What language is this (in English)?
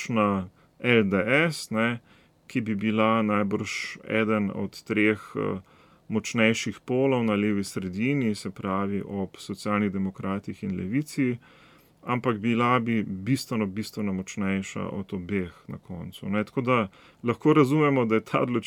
Slovenian